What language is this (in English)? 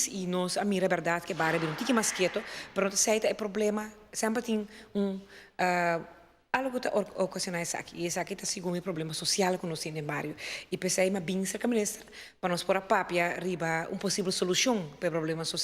Papiamento